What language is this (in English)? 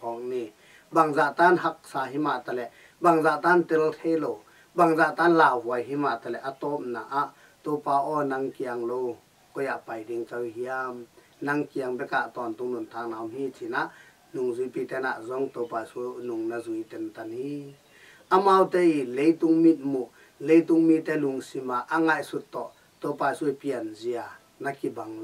Tedim Chin